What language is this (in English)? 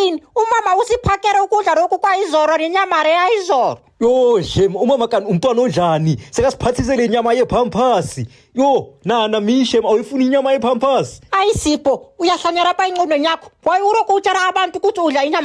Zulu